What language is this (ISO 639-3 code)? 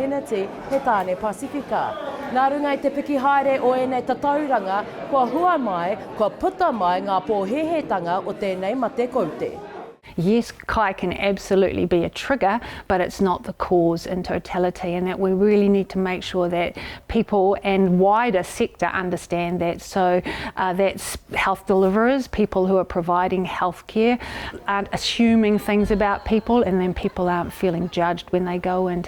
mri